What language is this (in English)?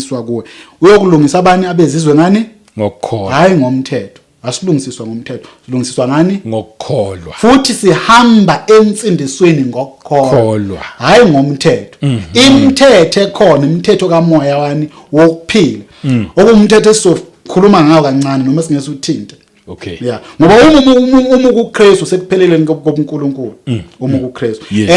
Zulu